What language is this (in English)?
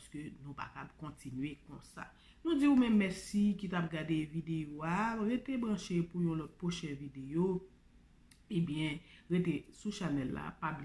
Haitian Creole